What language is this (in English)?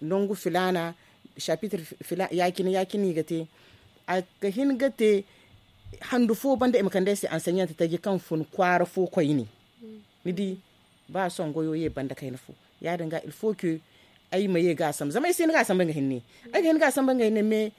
Zarma